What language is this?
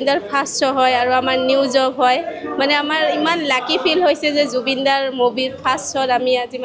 Assamese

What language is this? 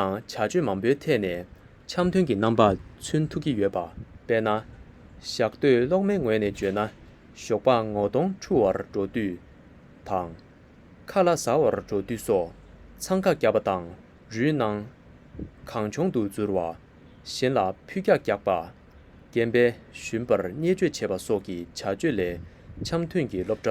Tibetan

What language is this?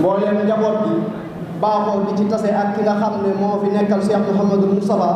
Wolof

